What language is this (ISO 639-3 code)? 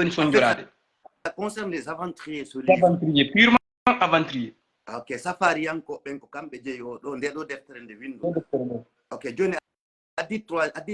ful